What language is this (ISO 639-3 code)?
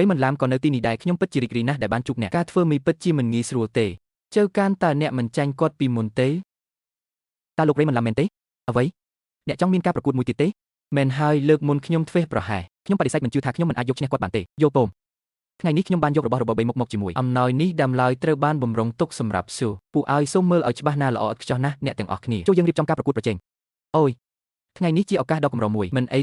khm